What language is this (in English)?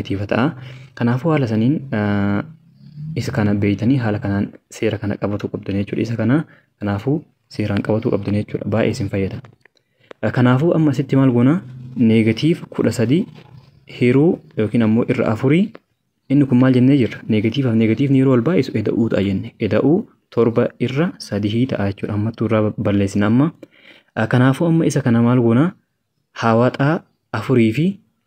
Oromo